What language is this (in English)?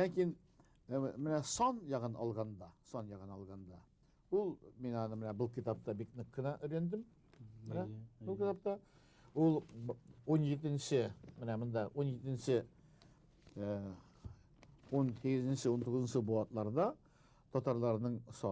Bashkir